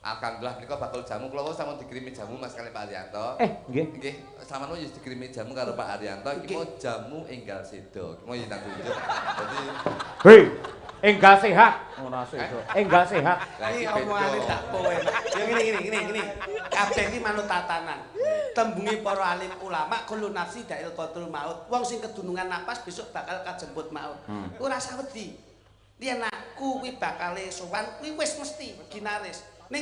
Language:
Javanese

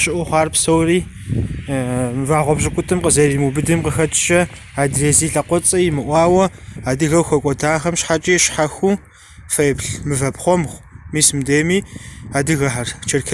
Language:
Kabardian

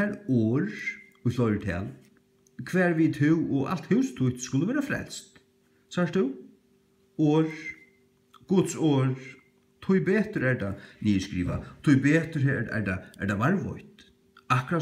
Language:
Faroese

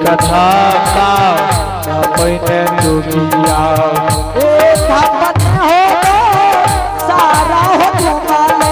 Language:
Angika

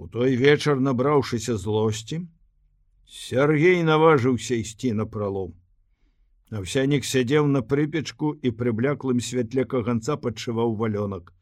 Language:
Belarusian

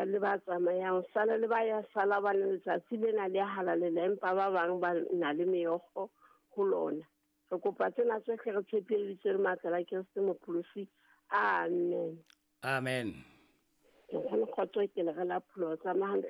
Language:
Southern Sotho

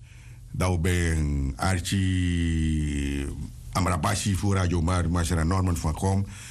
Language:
Sranan Tongo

